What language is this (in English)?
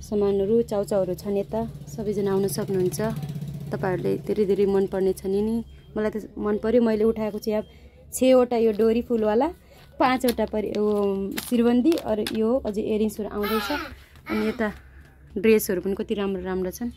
Nepali